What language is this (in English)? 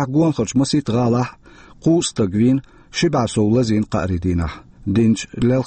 Chechen